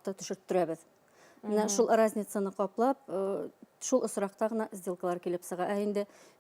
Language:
Bashkir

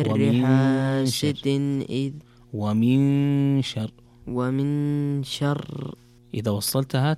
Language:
Najdi Arabic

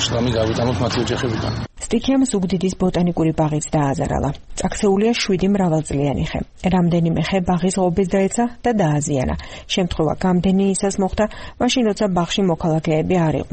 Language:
Georgian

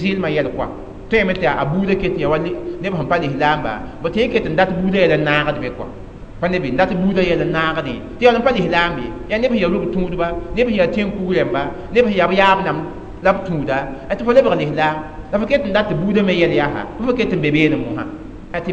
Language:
Mossi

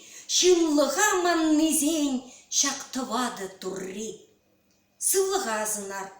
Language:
Chuvash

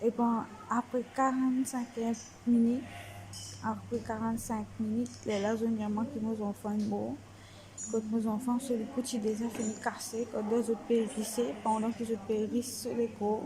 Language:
Morisyen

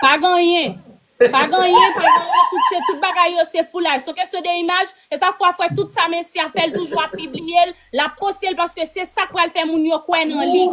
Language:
Haitian Creole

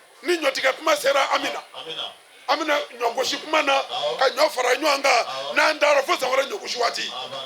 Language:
Bambara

